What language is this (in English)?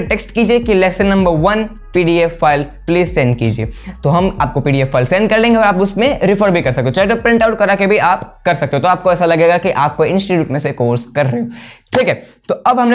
Hindi